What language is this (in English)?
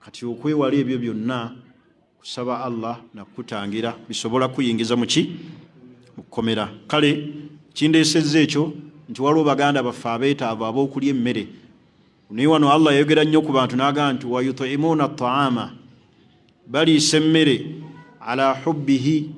Ganda